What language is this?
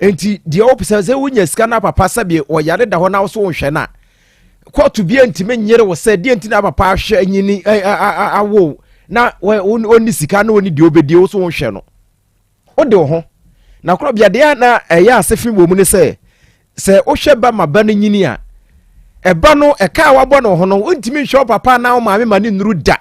Akan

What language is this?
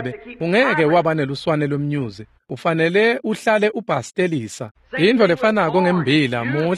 Swati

